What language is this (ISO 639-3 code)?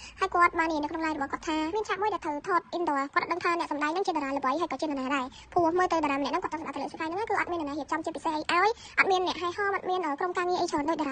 khm